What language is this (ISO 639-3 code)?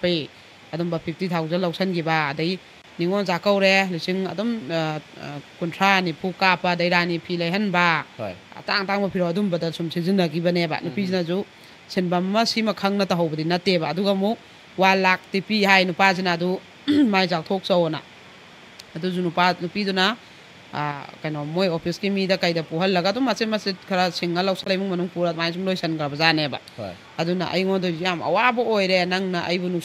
mni